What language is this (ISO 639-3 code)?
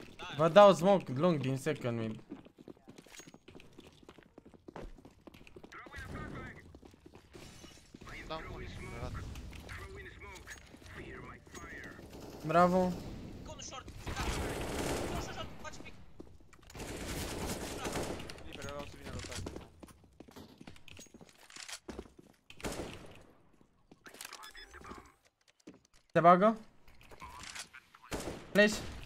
ron